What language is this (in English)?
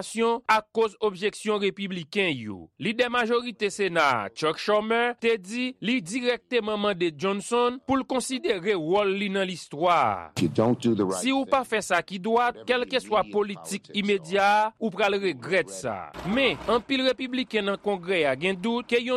Haitian Creole